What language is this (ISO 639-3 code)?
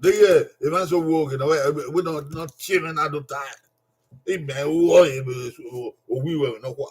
bin